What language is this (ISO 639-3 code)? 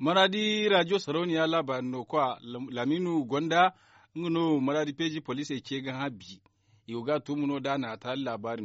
dje